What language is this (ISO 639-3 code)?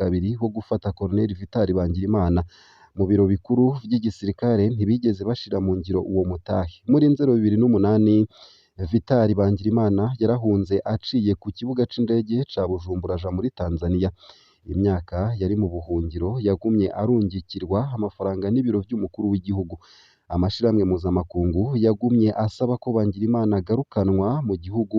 run